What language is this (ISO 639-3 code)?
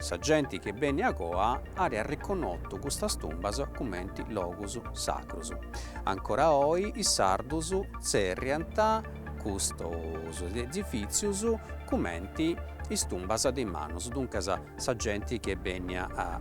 srd